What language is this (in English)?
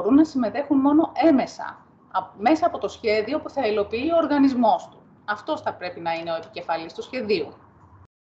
Greek